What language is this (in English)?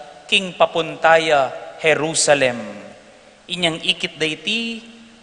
Pampanga